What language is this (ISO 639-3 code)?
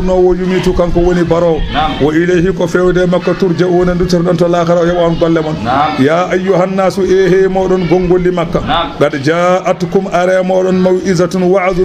ful